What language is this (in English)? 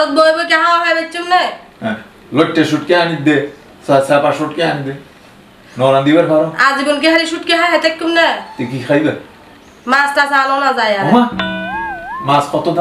Sylheti